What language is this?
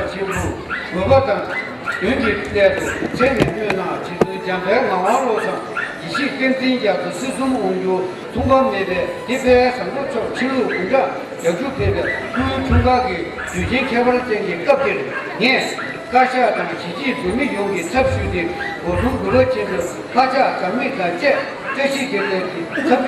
Tibetan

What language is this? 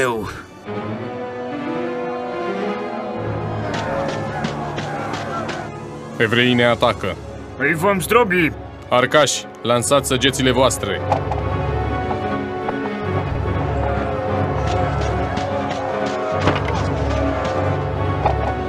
Romanian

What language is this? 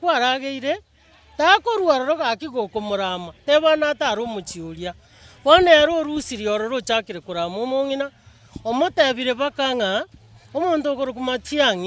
Gusii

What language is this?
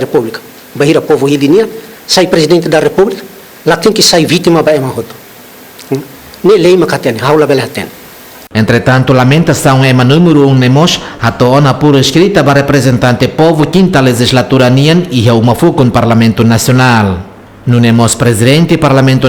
Tetum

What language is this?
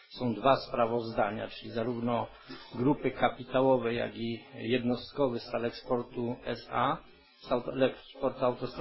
Polish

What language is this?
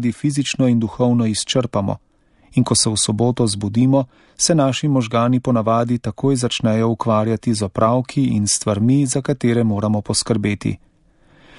Slovenian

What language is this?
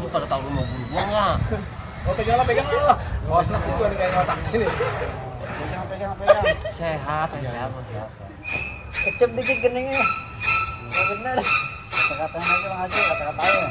Betawi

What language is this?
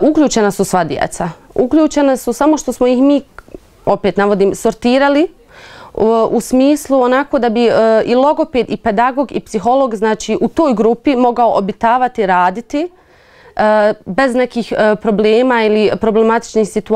Bosnian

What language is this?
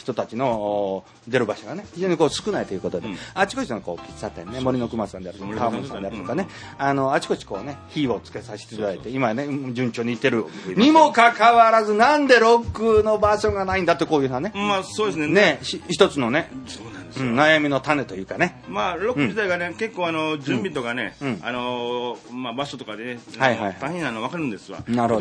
Japanese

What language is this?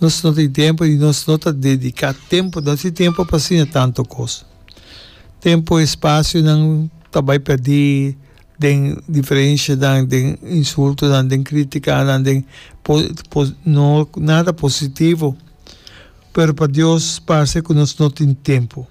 Papiamento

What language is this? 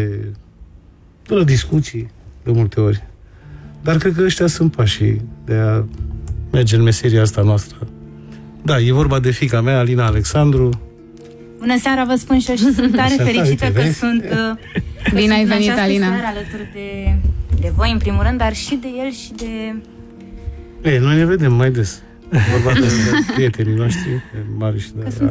Romanian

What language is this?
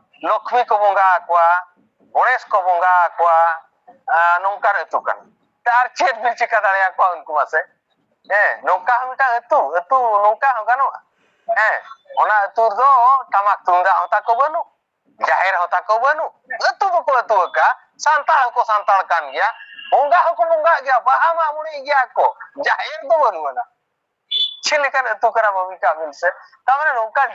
Santali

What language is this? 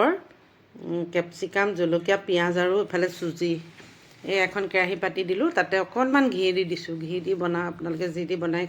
Assamese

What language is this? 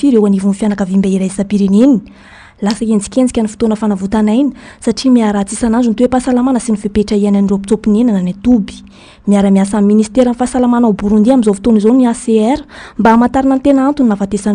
Malagasy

